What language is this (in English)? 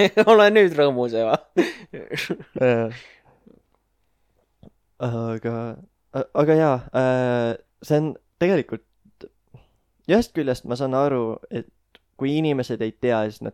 Estonian